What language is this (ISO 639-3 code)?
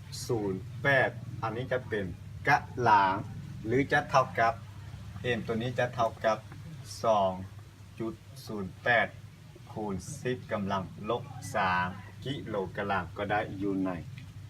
lao